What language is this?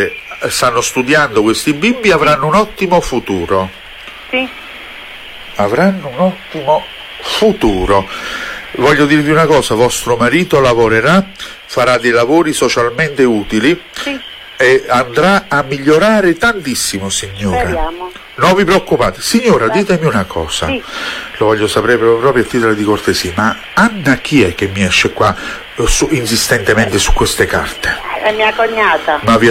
Italian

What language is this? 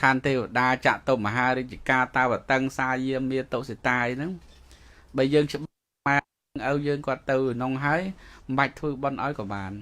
Khmer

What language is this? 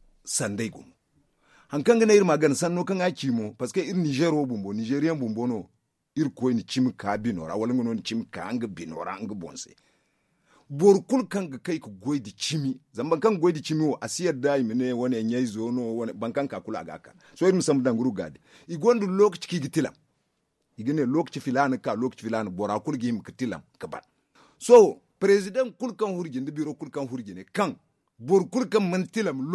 Zarma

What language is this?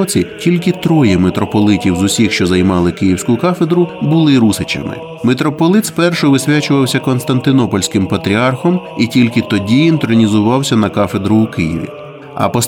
Ukrainian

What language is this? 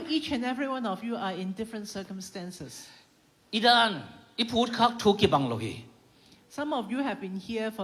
Tedim Chin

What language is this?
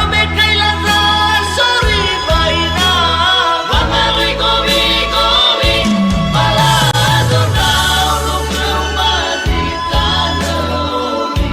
Nias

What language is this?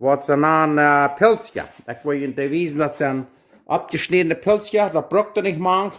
Plautdietsch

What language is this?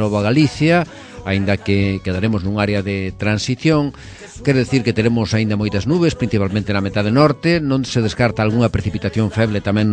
Galician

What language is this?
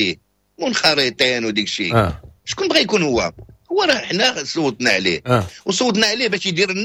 Moroccan Arabic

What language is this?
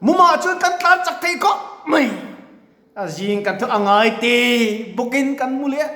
Mizo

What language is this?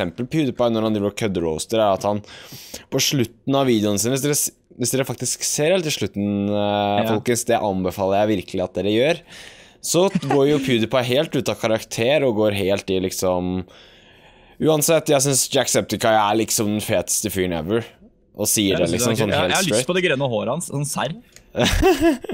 Norwegian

